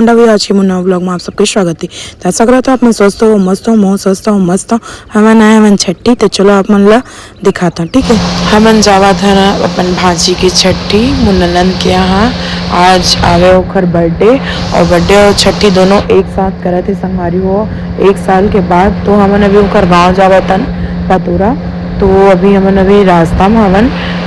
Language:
Chhattisgarhi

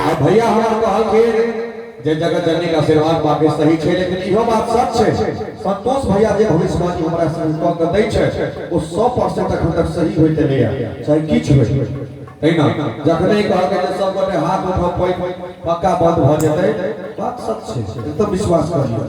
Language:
Maithili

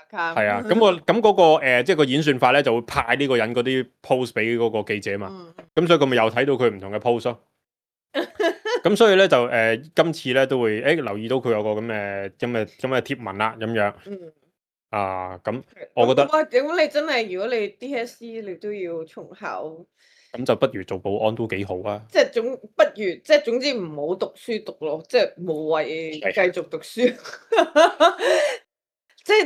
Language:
Cantonese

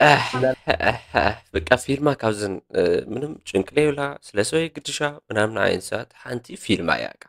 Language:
Tigrinya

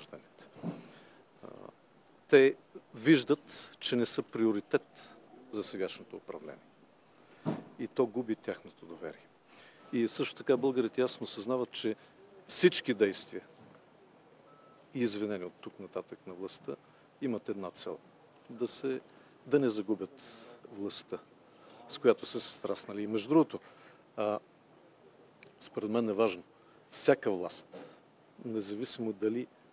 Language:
Bulgarian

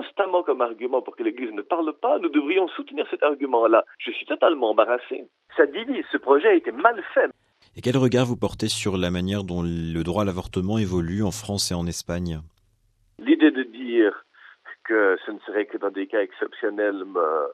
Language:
French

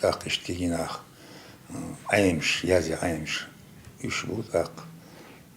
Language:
Chechen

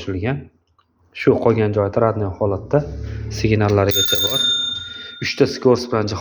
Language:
Uzbek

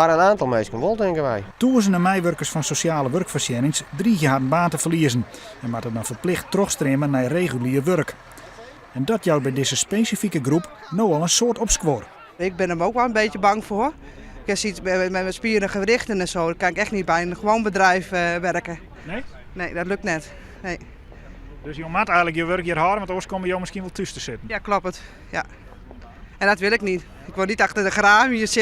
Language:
Western Frisian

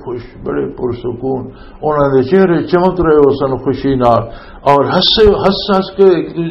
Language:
Western Panjabi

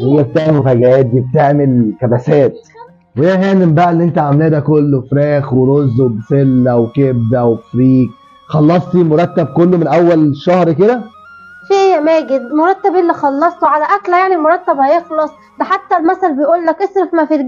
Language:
Egyptian Arabic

